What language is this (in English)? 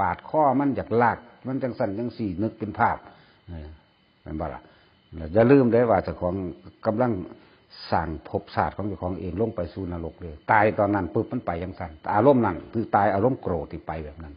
Northeastern Thai